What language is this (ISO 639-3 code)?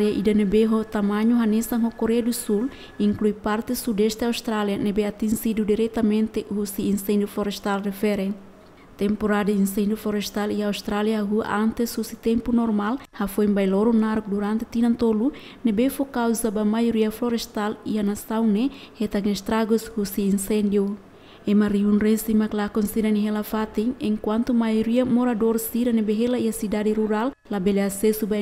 tet